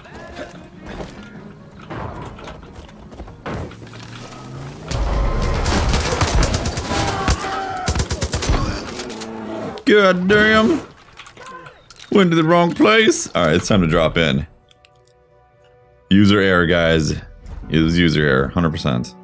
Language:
English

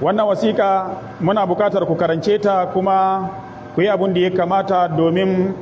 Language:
Hausa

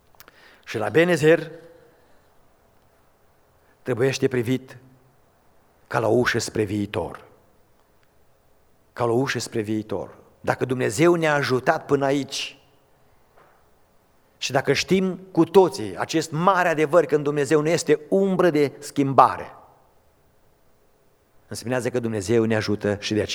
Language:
Romanian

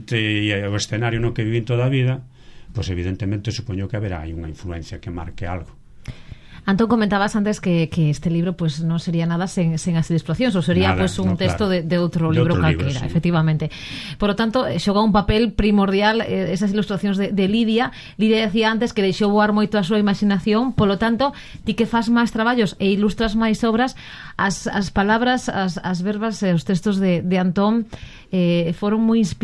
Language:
Galician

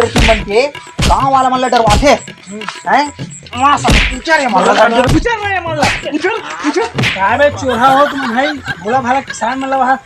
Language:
Chhattisgarhi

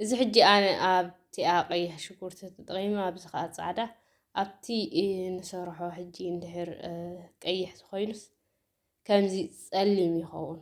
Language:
Tigrinya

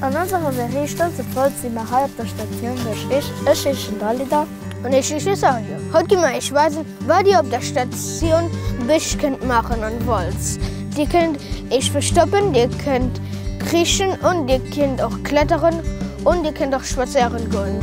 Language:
Luxembourgish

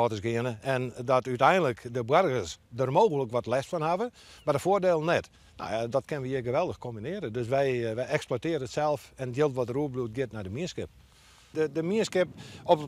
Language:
Western Frisian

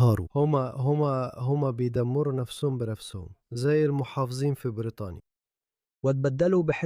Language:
Egyptian Arabic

